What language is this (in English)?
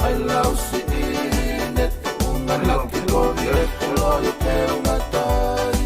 Tongan